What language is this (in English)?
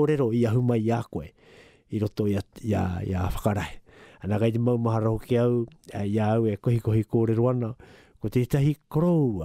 Māori